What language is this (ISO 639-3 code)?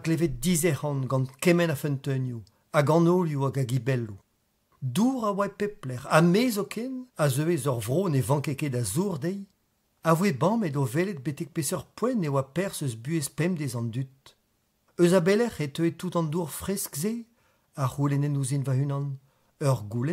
bre